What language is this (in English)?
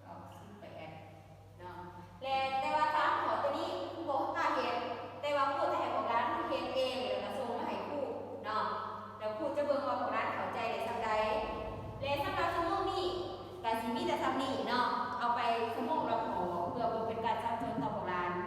Lao